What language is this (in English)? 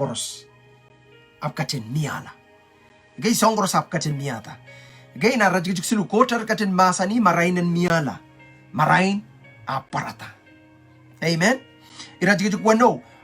Pohnpeian